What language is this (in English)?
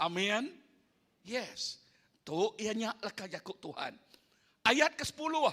Iban